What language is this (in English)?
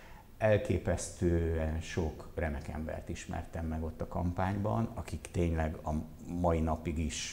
Hungarian